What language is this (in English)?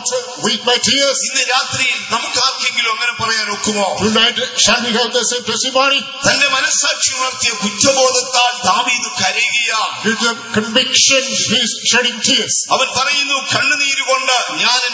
Malayalam